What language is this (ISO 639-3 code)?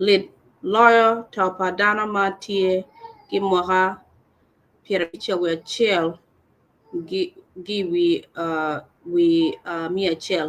ach